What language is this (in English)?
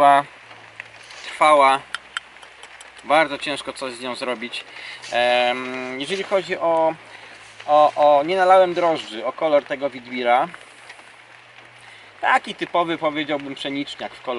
Polish